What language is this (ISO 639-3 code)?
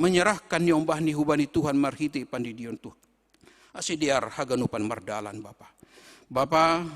bts